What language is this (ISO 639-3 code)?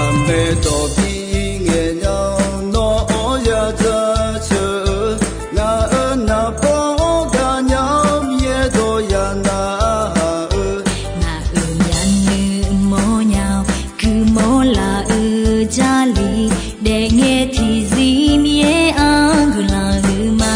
ahk